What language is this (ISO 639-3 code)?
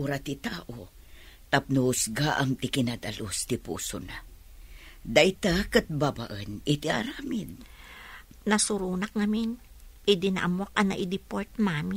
ilo